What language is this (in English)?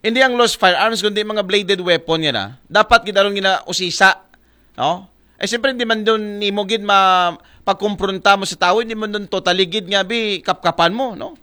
Aklanon